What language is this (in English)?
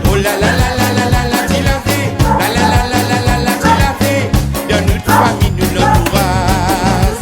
Réunion Creole French